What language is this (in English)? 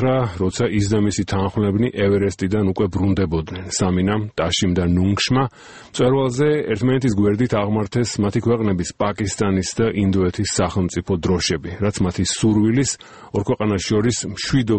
Georgian